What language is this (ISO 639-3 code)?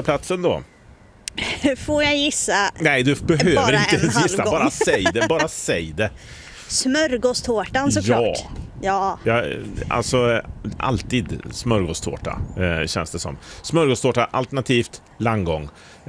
swe